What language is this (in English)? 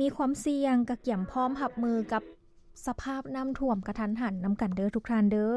Lao